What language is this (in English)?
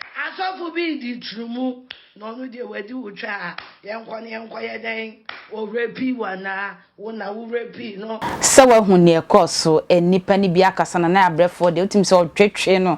Akan